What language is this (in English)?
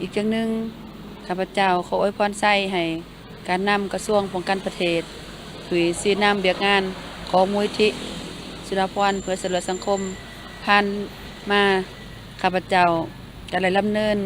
Lao